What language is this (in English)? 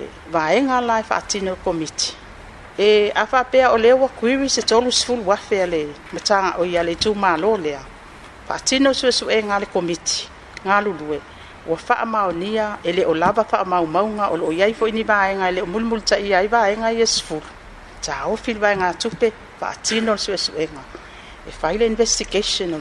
Samoan